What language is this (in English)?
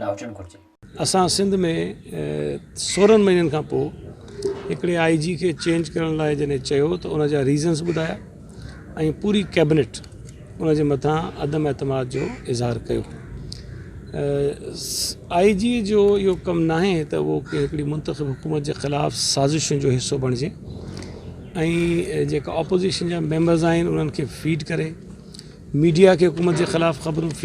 Sindhi